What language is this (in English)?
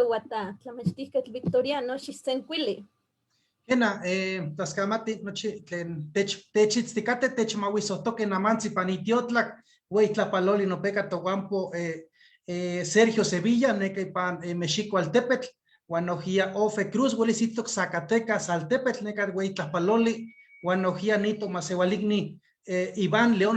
Eastern Huasteca Nahuatl